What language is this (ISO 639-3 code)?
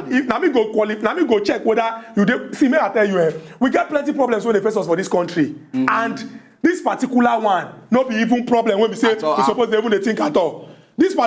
pcm